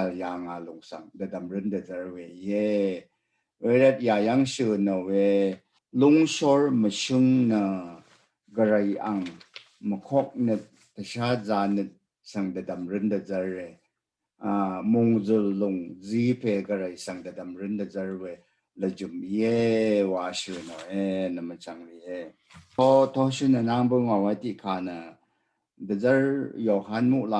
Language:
Rawang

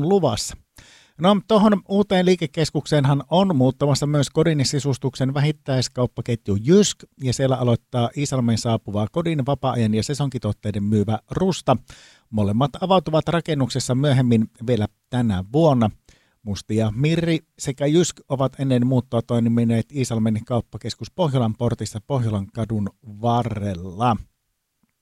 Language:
Finnish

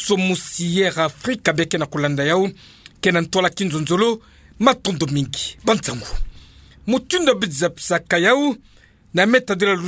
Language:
Kituba (Democratic Republic of Congo)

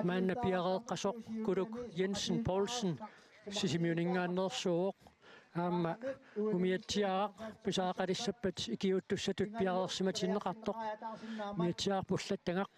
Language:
Kalaallisut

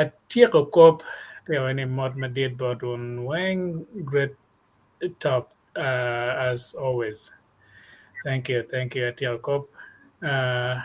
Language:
Acoli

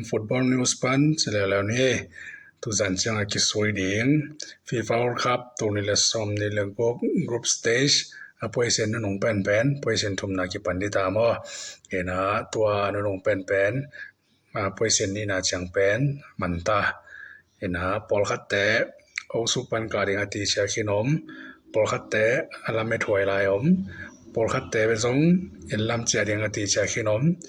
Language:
Tedim Chin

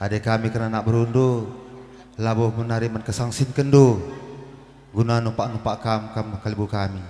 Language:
Batak Karo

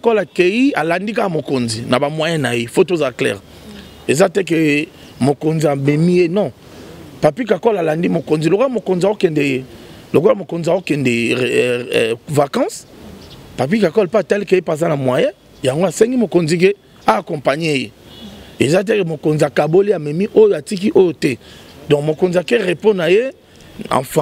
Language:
Lingala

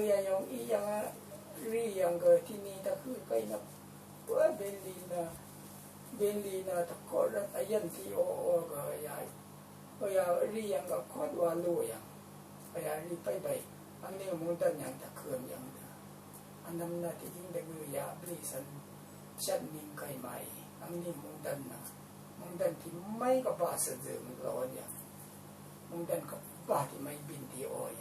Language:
Rawang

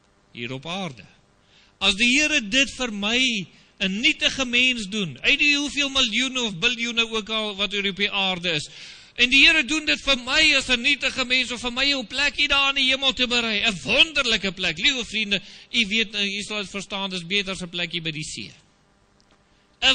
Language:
Afrikaans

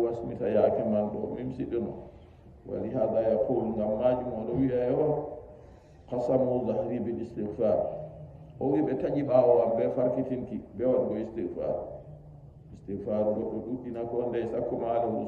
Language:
Nigerian Fulfulde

